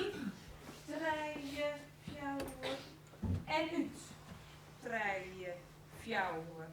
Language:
Western Frisian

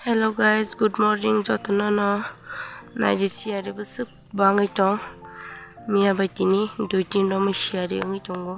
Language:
Kok Borok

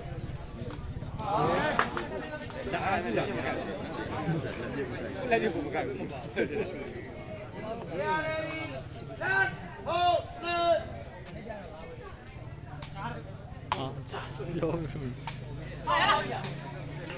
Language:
Burmese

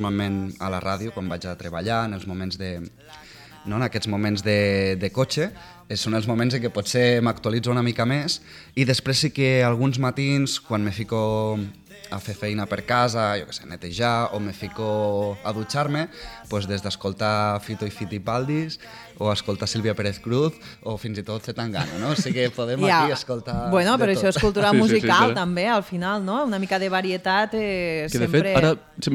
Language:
Catalan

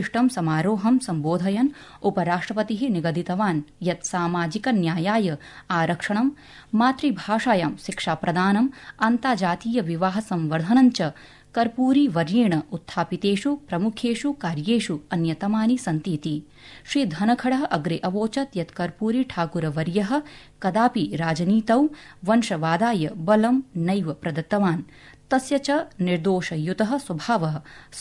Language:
Sanskrit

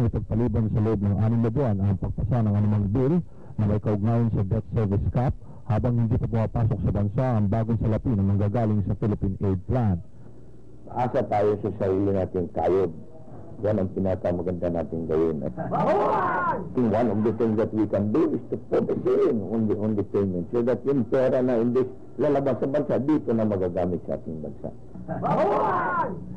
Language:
Filipino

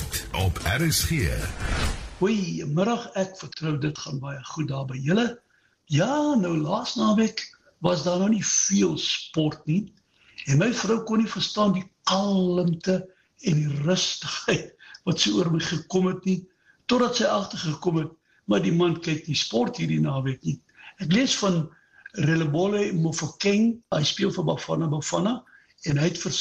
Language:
Afrikaans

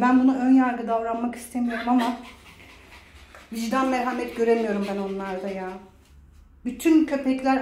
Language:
Turkish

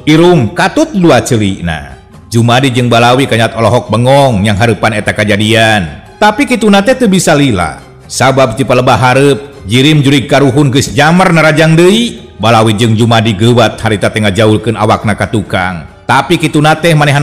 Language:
Sundanese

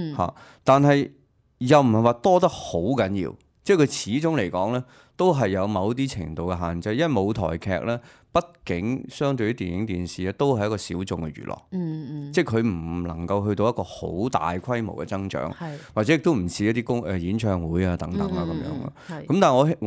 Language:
Cantonese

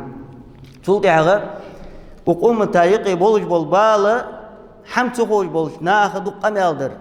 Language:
Ingush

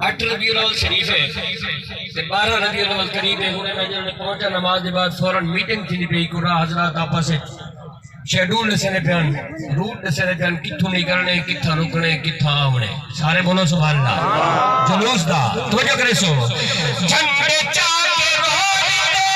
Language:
Saraiki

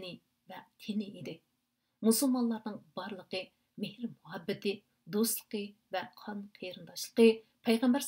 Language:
Uyghur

